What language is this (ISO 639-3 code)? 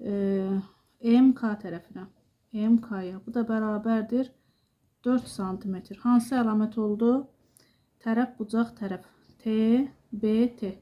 aze